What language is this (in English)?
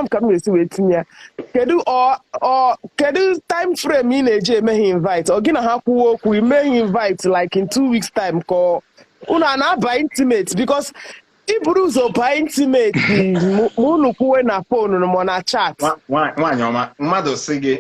Igbo